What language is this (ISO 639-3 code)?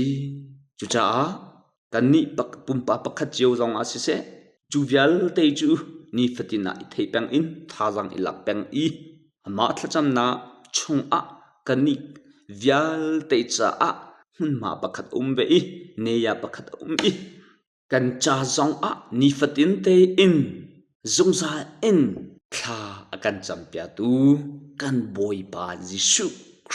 cnh